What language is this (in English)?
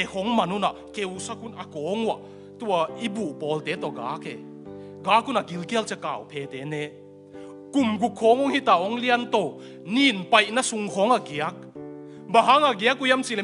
Tedim Chin